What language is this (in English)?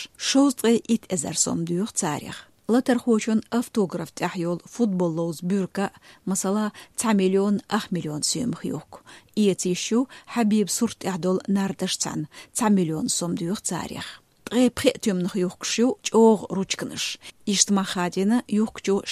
Chechen